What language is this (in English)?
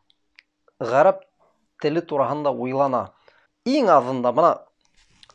Bashkir